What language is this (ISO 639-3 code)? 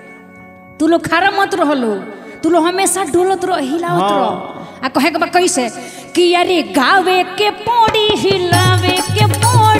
bho